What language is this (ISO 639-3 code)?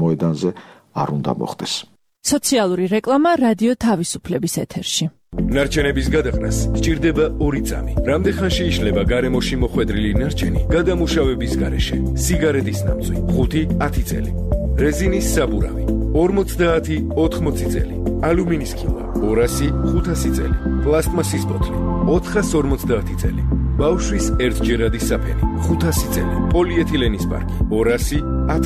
kat